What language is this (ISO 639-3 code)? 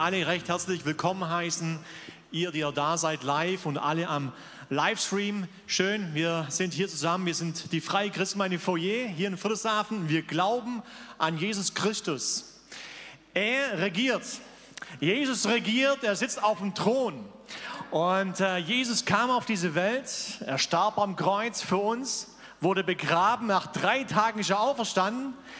deu